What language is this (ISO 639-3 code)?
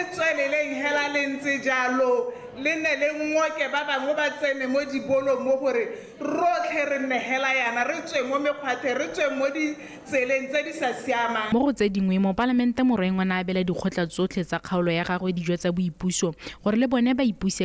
tsn